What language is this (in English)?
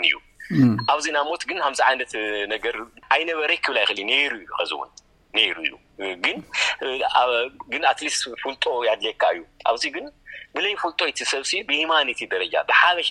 Tigrinya